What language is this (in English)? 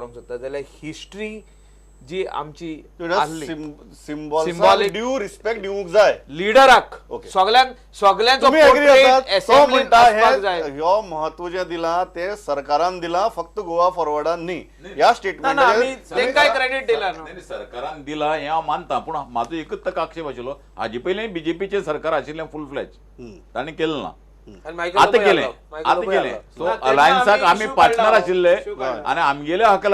Konkani